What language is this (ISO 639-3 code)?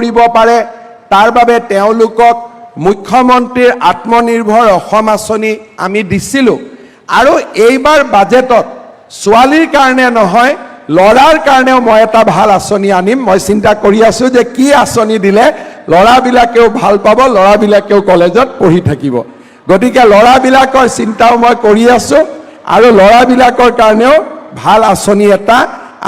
asm